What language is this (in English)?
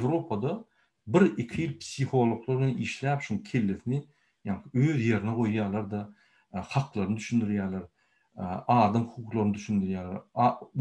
Turkmen